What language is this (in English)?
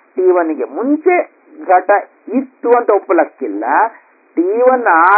Kannada